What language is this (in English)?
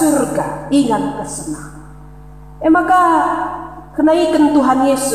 Batak Karo